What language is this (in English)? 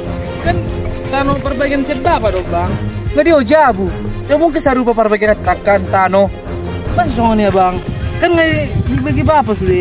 Batak Toba